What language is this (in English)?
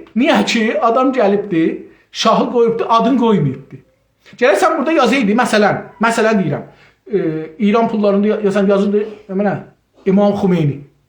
South Azerbaijani